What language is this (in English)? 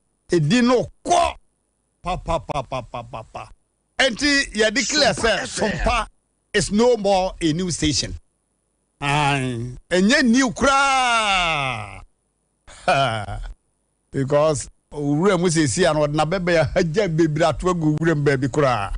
Akan